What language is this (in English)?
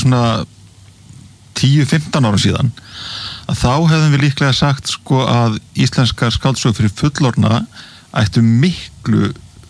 Icelandic